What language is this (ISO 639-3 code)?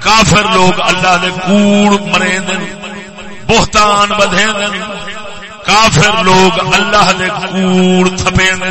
skr